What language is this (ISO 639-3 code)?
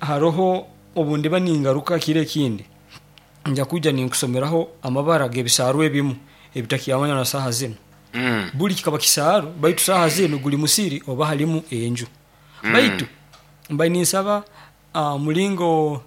nyo